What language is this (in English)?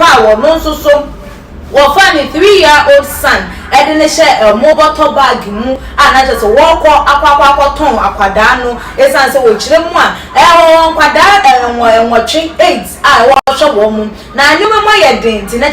Akan